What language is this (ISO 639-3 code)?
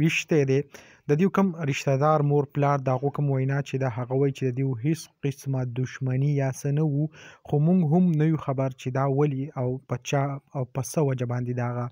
pus